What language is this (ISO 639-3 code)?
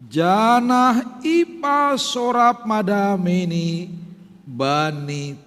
bts